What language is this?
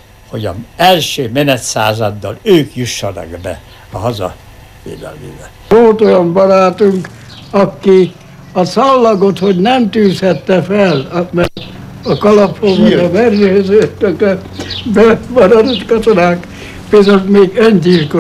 Hungarian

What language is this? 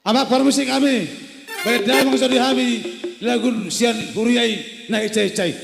Batak Toba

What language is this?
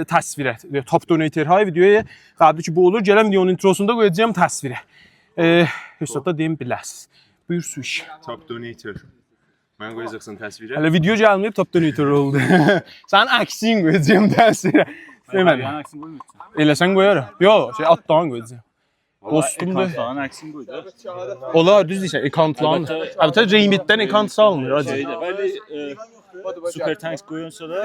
South Azerbaijani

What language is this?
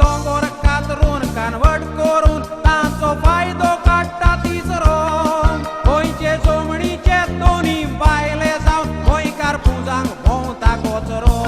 Konkani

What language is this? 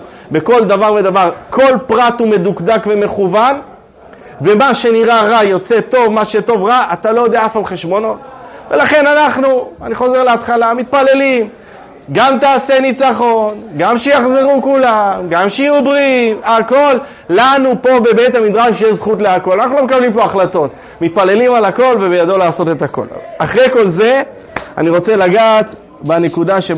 Hebrew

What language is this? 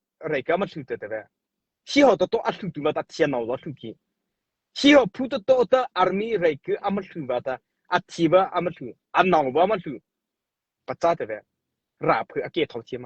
Mara Chin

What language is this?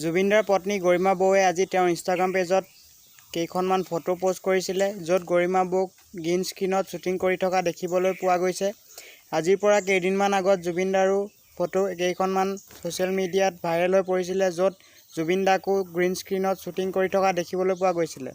Assamese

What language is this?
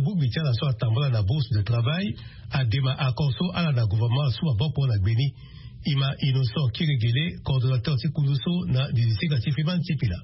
Sango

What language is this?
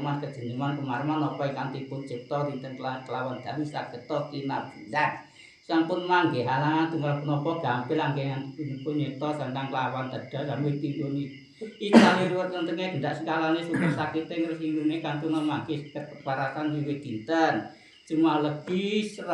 Javanese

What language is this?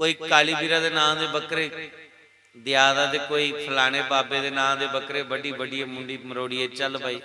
Dogri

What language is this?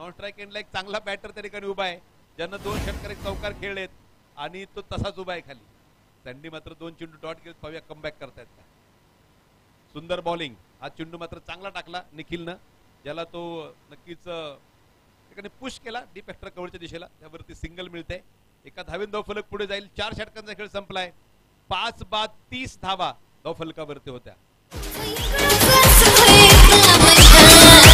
Marathi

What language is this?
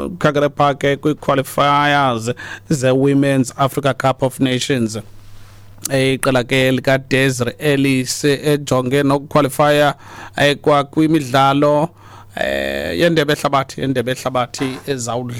Xhosa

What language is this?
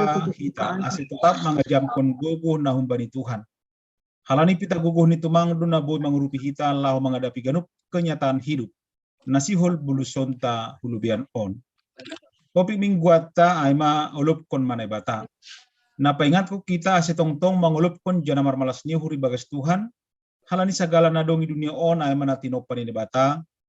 Batak Simalungun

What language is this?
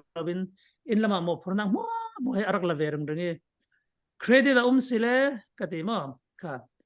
Falam Chin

